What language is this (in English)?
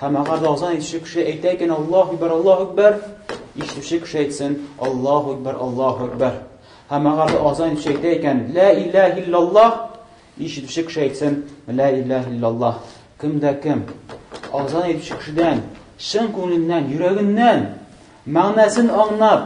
Tatar